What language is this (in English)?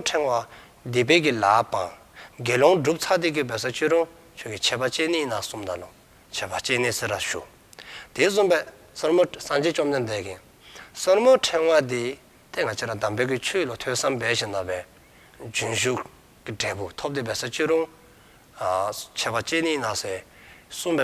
Dzongkha